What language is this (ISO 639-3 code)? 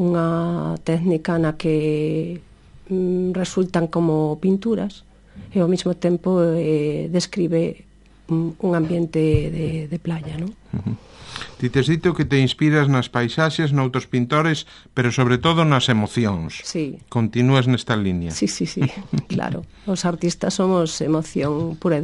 glg